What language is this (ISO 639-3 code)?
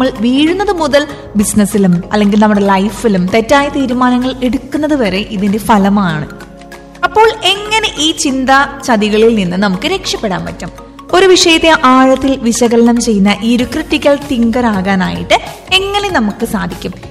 mal